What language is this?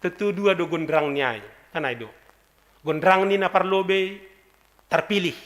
Batak Simalungun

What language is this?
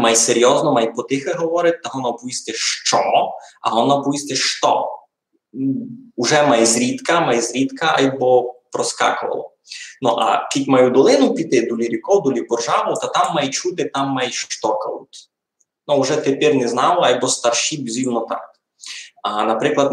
Rusyn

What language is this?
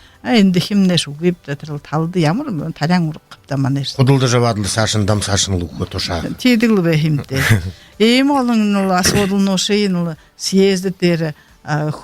Buriat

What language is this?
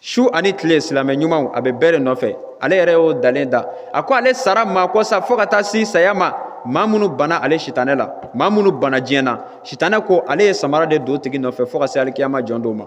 Bambara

